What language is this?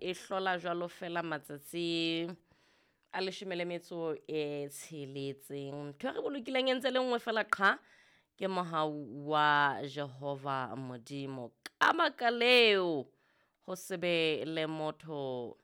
Southern Sotho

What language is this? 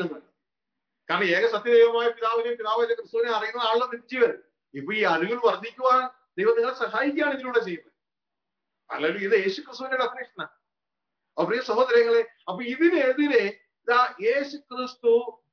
Malayalam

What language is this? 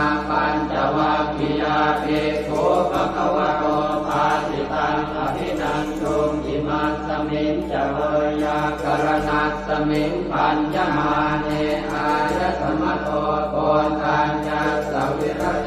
Pali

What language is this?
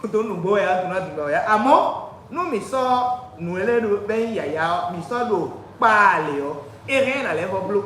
Fon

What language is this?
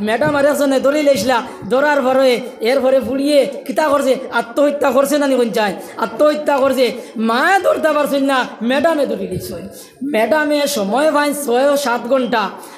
Sylheti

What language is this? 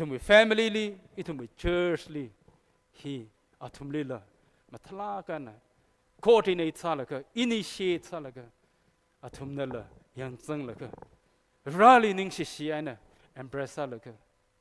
Tangkhul Naga (India)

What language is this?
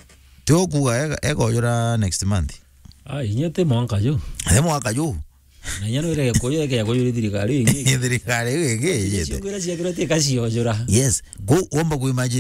Meru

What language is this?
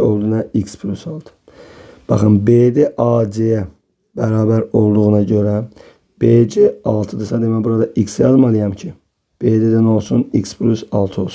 Azerbaijani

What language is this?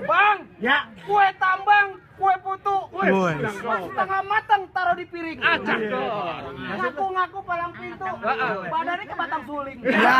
Betawi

